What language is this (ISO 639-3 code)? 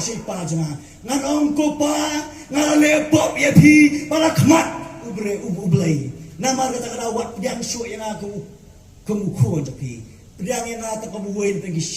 kha